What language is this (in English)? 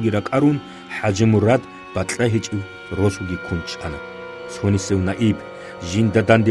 Avaric